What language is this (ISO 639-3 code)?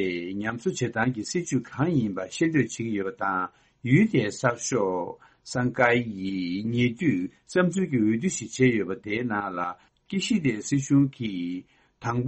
bod